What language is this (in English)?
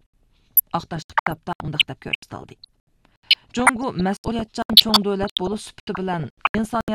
Uyghur